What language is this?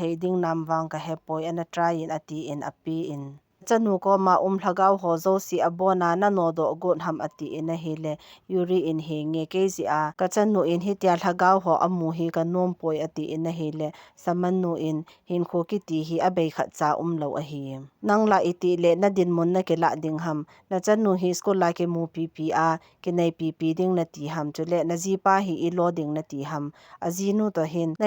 Thado Chin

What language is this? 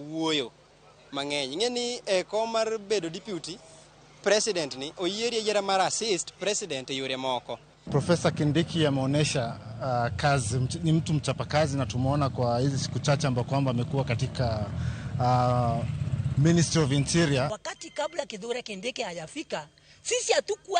Luo (Kenya and Tanzania)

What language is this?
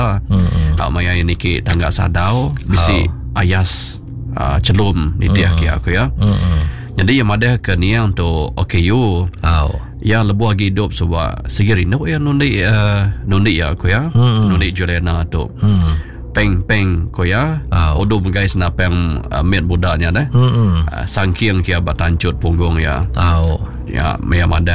Iban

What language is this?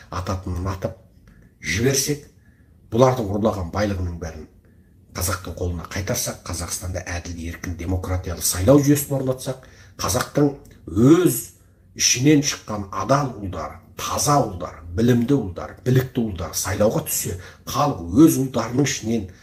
Kazakh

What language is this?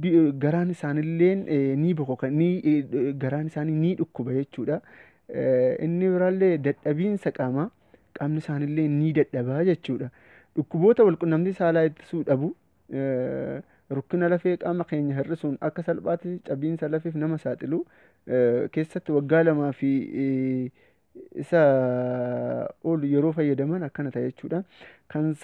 Oromo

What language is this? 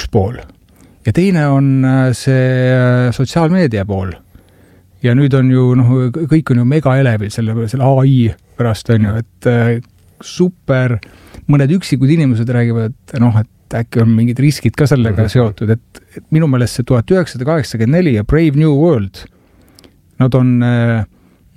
Estonian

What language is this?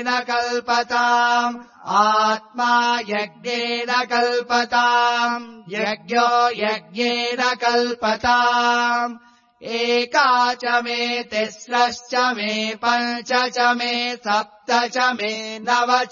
Sanskrit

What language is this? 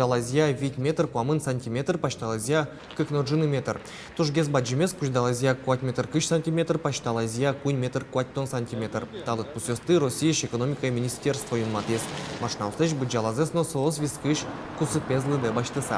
Udmurt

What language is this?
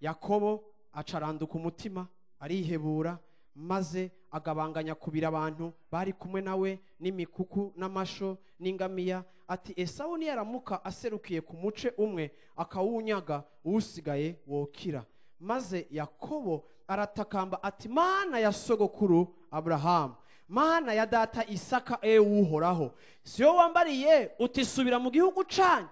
Rundi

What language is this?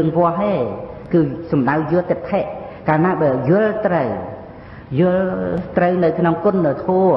Khmer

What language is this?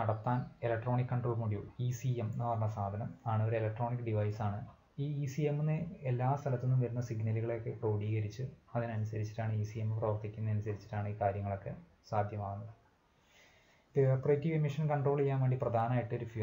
Malayalam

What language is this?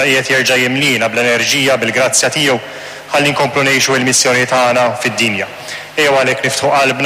Maltese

